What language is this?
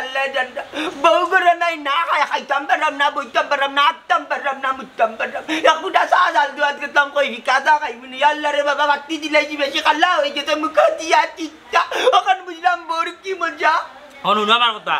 Sylheti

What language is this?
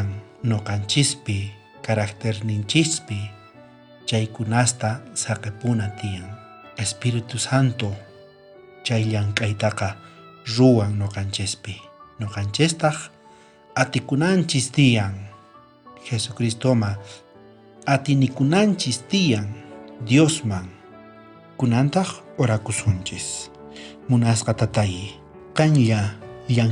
South Bolivian Quechua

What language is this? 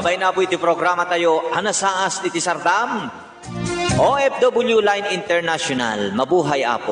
Iloko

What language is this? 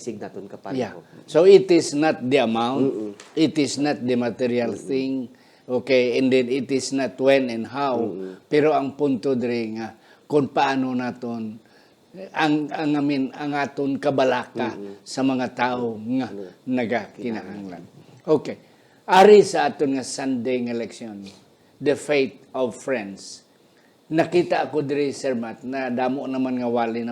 Hiligaynon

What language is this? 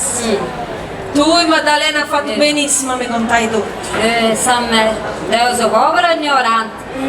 Sardinian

